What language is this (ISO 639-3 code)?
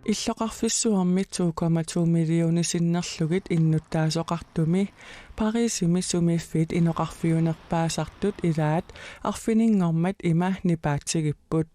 kal